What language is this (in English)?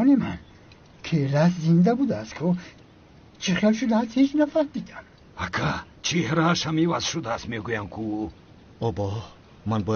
Tajik